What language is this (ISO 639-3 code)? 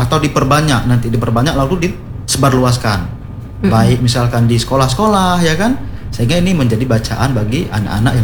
ind